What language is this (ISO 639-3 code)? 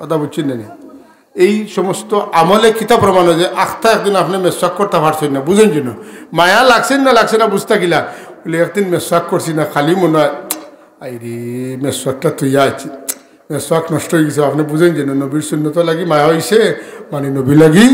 syl